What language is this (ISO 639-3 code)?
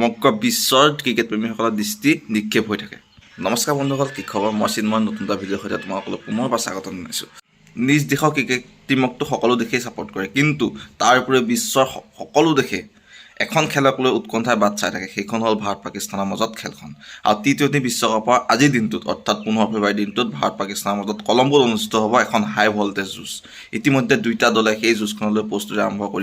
asm